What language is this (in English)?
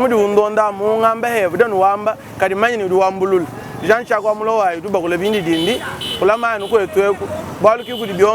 Luba-Lulua